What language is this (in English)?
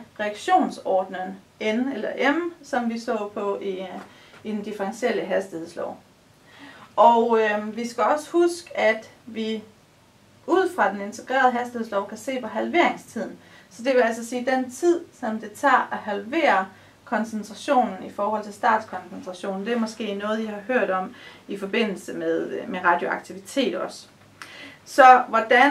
Danish